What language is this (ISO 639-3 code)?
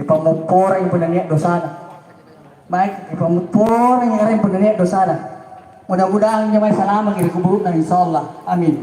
mak